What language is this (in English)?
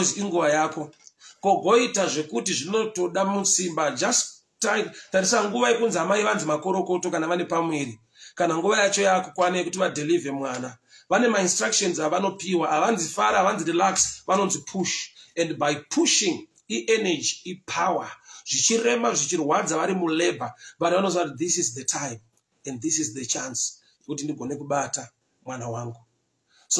Shona